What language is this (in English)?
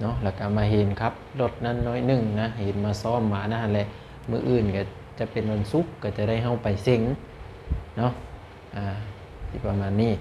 Lao